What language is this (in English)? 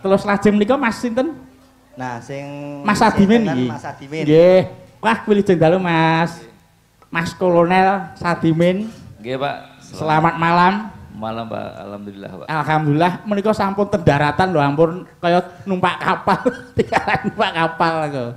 Javanese